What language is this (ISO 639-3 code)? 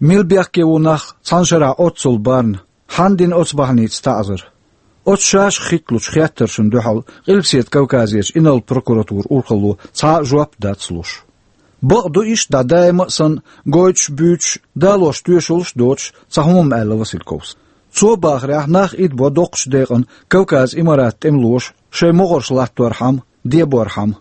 che